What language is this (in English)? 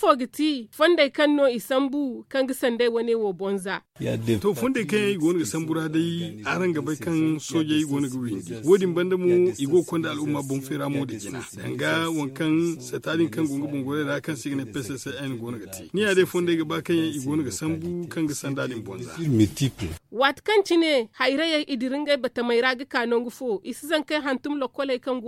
Zarma